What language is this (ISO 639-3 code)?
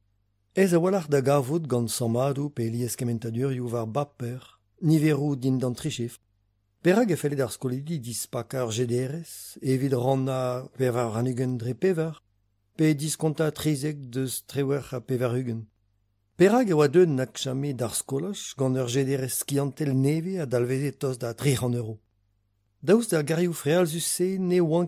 bre